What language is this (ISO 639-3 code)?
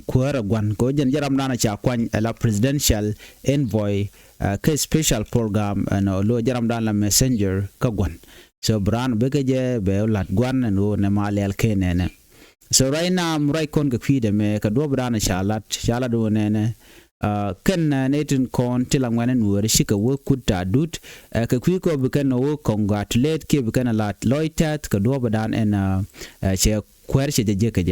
nus